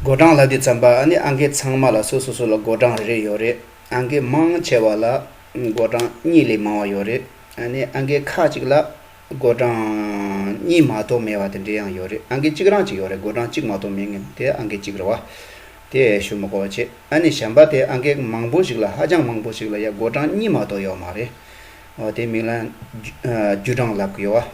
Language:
Tibetan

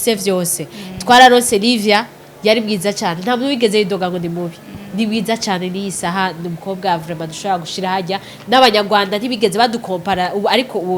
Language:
Rundi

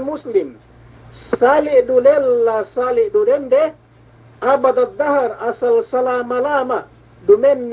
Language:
Yakan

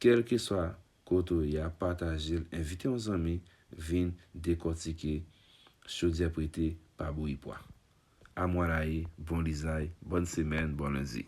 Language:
Haitian Creole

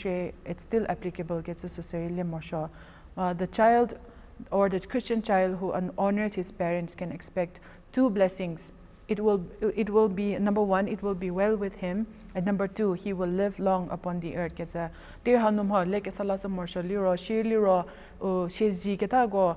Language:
Angami Naga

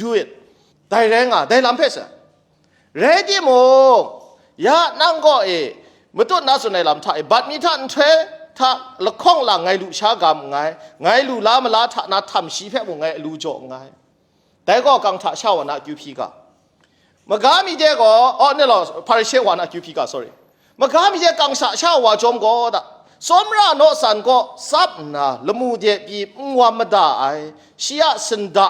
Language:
Kachin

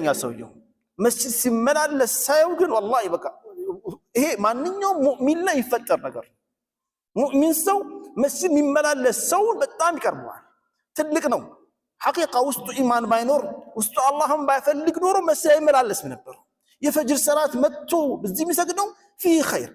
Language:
Amharic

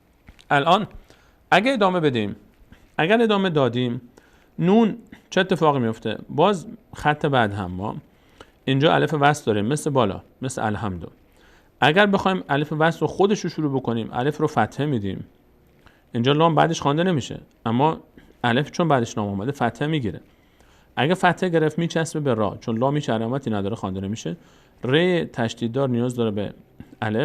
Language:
Persian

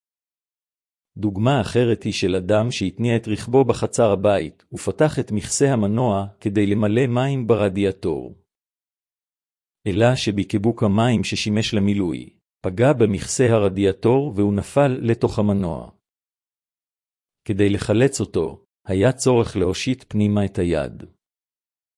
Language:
Hebrew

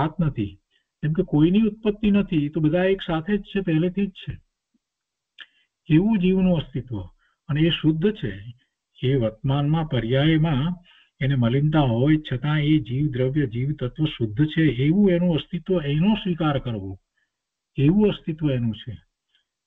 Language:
Gujarati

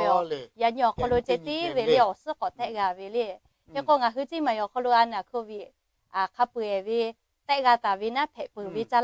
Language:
Lahu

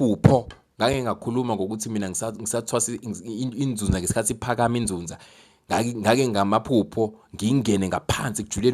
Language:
Zulu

